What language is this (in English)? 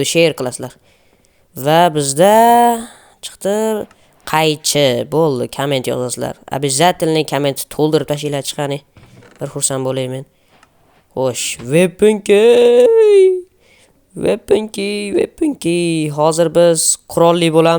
Uzbek